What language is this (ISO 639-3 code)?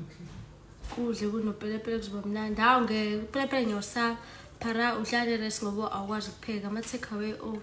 zul